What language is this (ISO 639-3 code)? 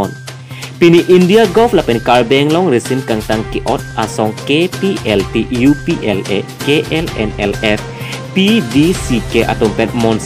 mjw